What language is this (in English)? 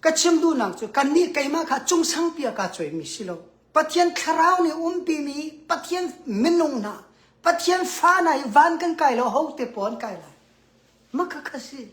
Hakha Chin